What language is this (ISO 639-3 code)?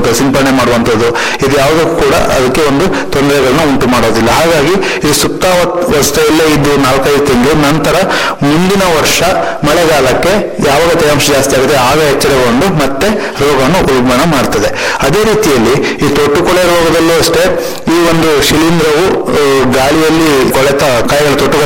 kan